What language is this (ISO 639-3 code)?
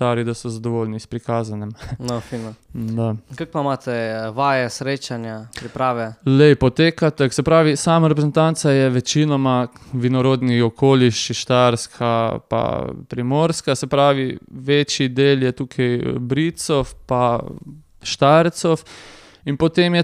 slv